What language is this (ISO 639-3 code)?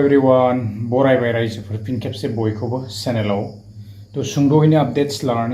brx